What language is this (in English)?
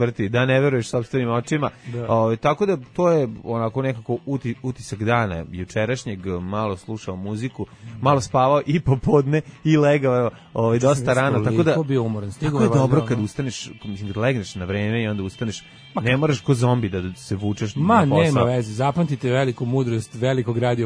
Serbian